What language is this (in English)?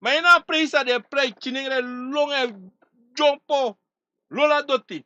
Sranan Tongo